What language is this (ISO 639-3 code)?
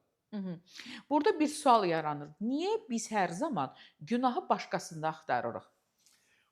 aze